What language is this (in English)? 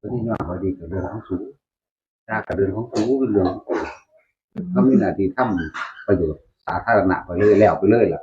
Northeastern Thai